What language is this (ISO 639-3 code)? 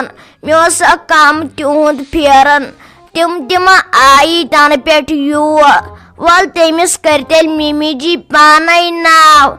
kas